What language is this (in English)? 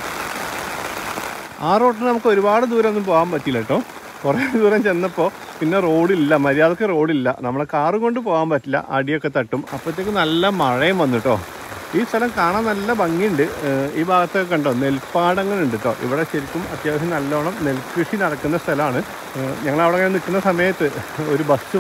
Malayalam